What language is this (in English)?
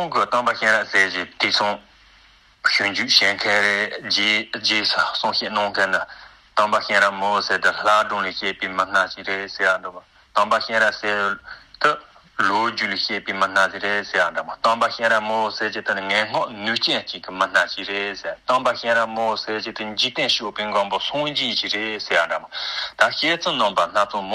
Tibetan